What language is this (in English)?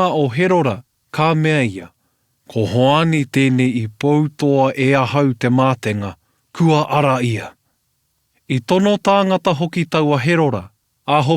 Māori